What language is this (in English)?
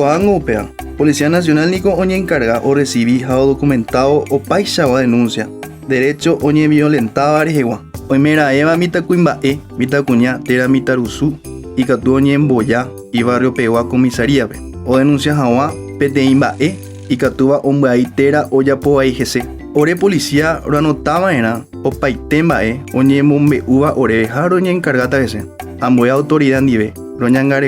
Guarani